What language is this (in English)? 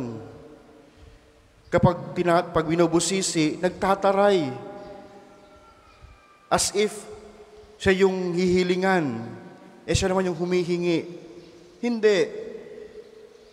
Filipino